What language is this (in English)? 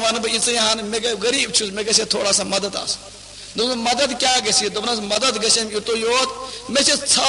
Kashmiri